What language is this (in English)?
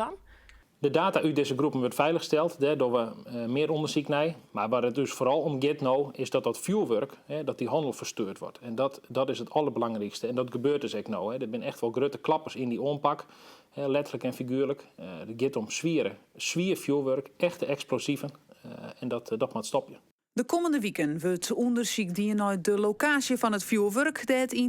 Western Frisian